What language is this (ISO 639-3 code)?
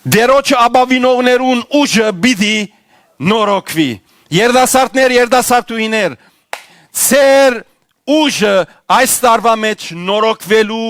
hyw